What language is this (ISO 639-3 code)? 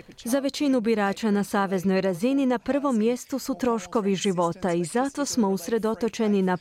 hrv